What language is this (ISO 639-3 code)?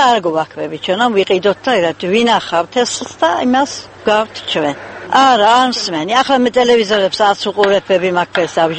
kat